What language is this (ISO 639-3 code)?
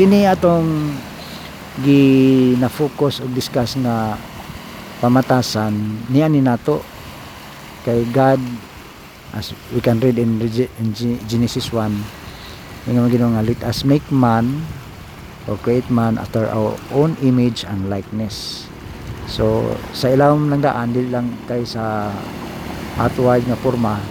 ceb